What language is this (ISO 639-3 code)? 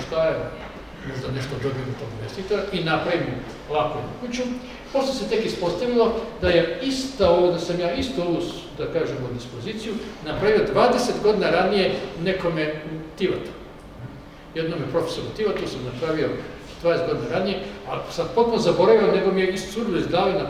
srp